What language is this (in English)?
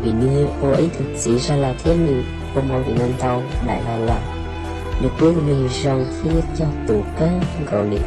Hmong